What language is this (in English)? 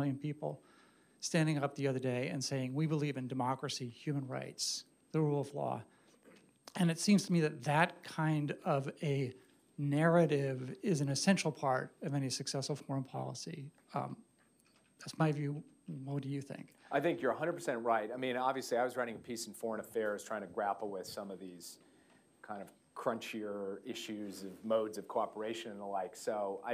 English